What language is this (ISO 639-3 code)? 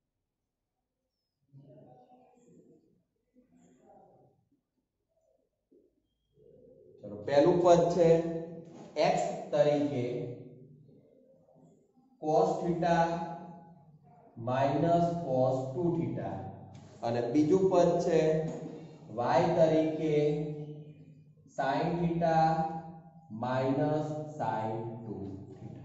guj